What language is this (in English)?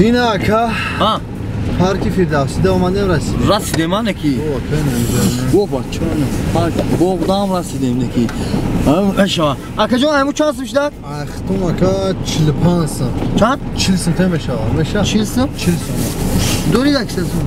Tajik